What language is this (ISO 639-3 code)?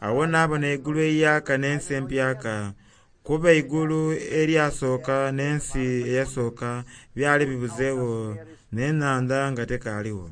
xog